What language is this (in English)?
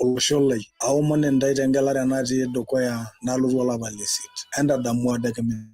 Masai